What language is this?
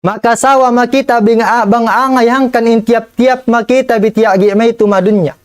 Tausug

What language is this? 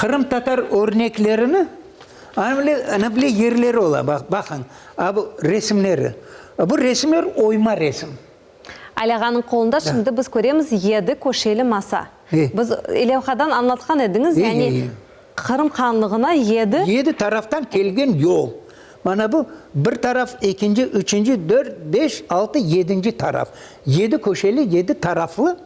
Crimean Tatar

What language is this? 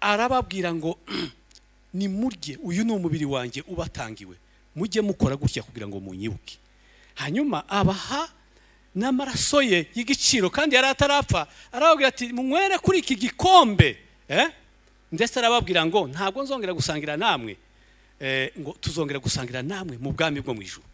Kinyarwanda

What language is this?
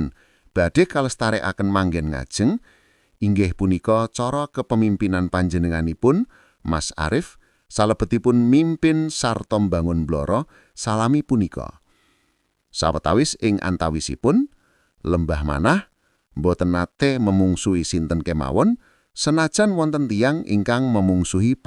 Javanese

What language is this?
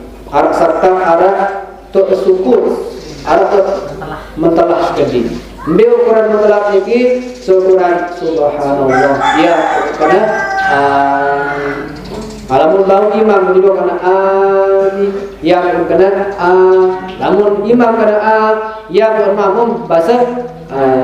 Sasak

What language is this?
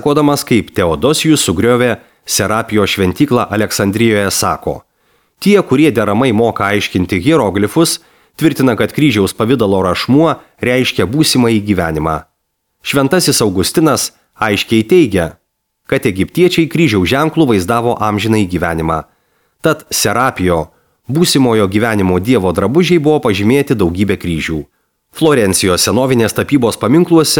Lithuanian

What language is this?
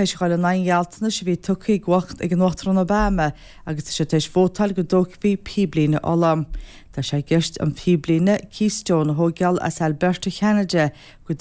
Irish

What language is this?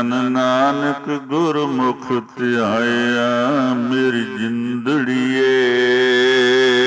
Punjabi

